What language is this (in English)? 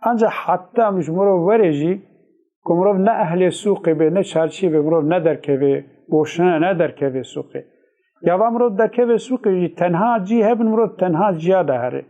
Kurdish